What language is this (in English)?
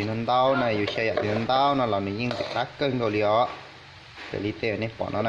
Hmong